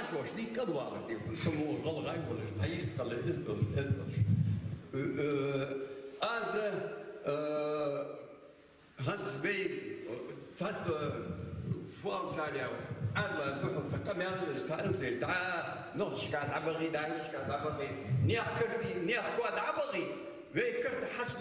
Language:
Ingush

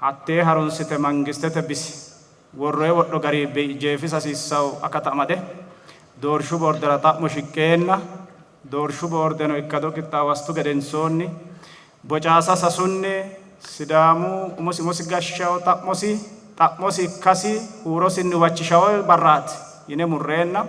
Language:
Sidamo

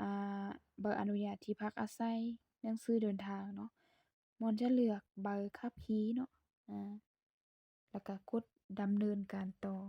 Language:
Lao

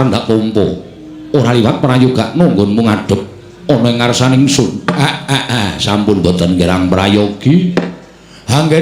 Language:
Javanese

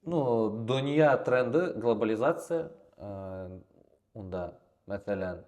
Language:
Bashkir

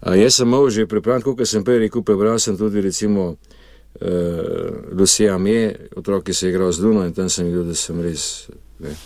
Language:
Slovenian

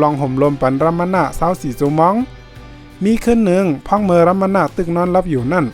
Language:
Shan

